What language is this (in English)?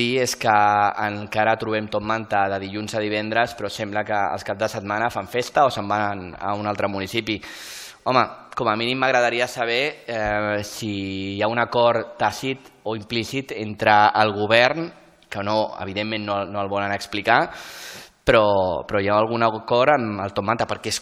Catalan